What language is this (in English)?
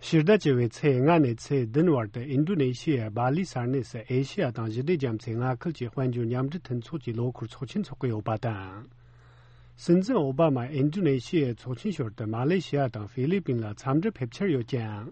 Tibetan